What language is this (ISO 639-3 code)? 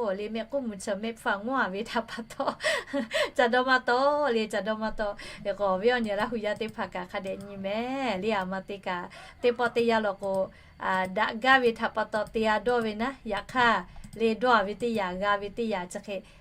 lhu